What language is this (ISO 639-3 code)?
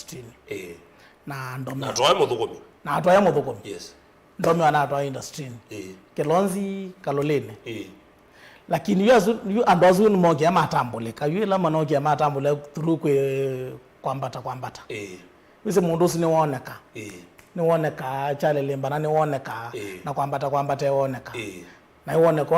kam